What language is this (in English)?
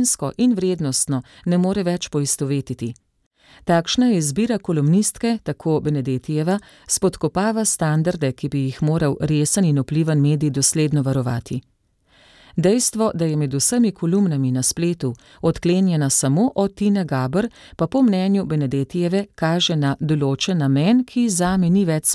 Slovenian